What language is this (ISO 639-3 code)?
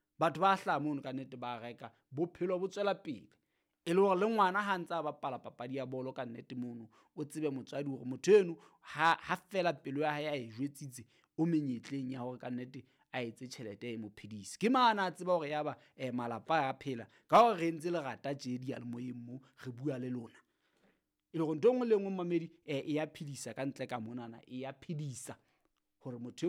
sot